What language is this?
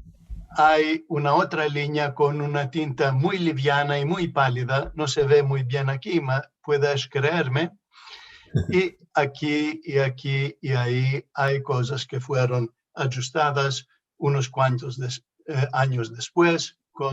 Ladino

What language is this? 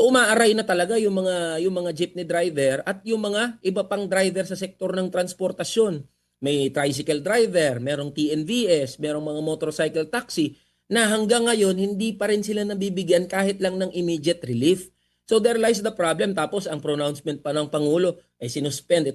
Hiligaynon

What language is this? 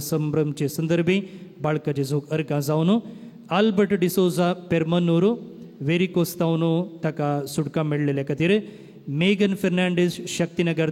Konkani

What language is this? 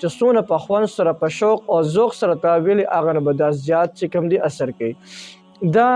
Pashto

